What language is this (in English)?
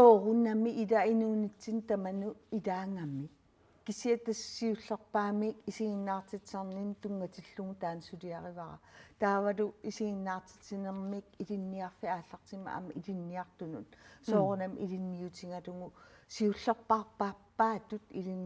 Kalaallisut